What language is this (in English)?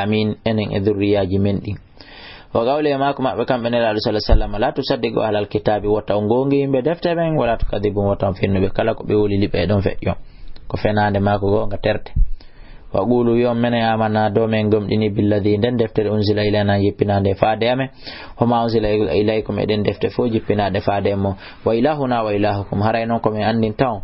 Fula